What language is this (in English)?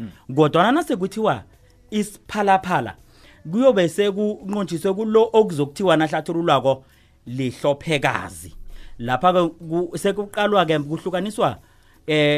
South Ndebele